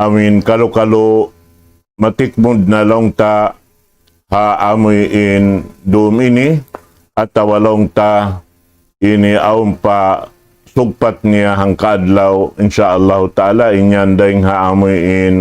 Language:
Tausug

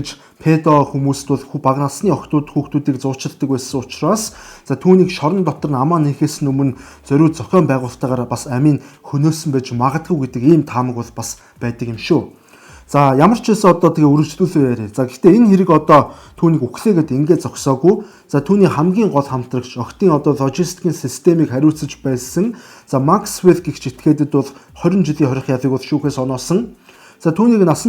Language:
Mongolian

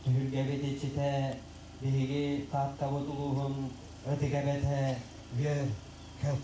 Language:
Yakut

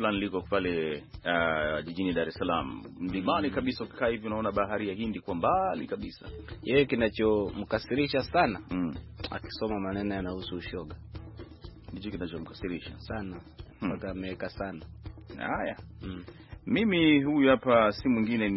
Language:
Swahili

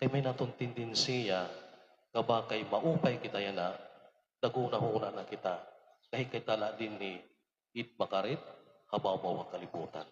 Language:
Waray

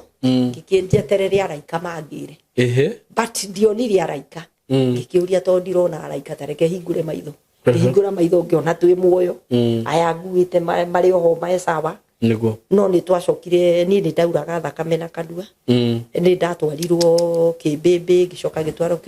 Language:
Kikuyu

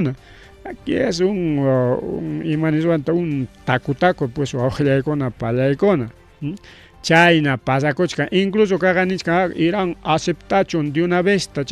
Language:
Ayacucho Quechua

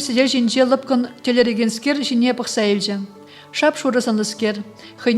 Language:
Chuvash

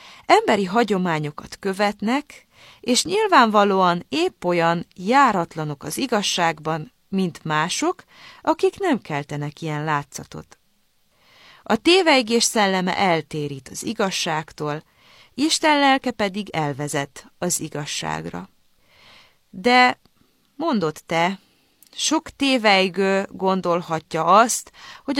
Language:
Hungarian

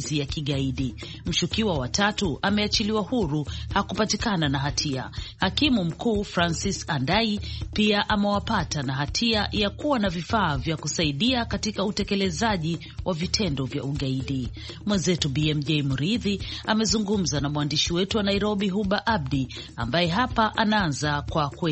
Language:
Swahili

